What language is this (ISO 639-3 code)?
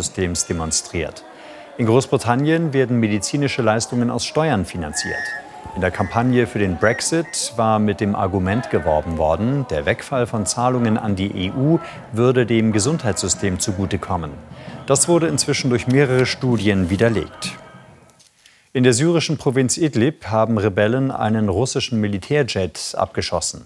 deu